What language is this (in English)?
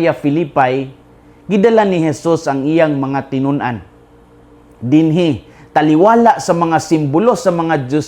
Cebuano